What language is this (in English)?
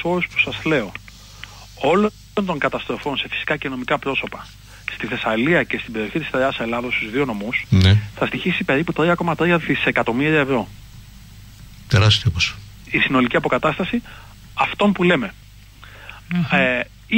Greek